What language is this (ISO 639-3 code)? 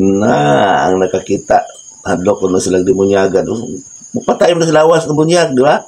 ceb